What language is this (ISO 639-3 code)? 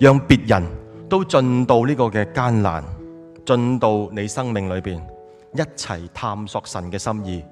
yue